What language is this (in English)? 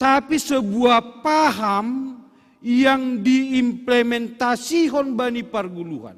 Batak Simalungun